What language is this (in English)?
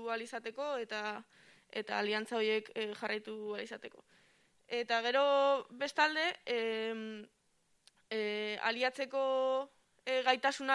Basque